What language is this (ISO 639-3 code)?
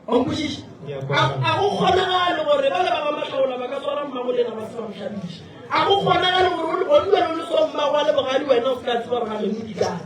nso